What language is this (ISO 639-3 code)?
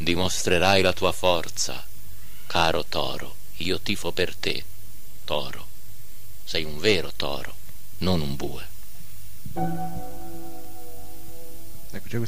ita